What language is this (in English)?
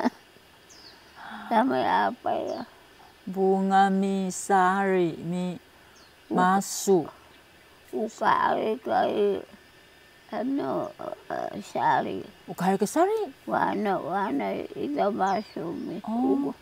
Taroko